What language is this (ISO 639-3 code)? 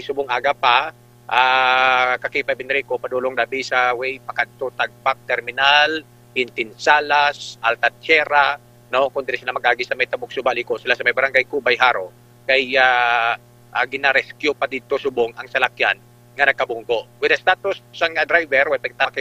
hil